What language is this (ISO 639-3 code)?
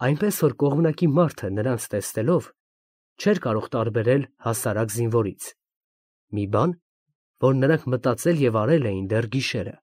hye